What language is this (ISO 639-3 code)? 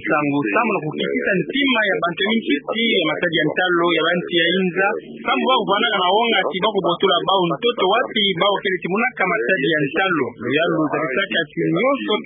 ktu